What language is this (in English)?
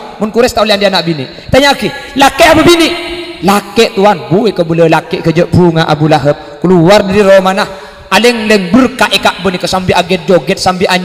Madurese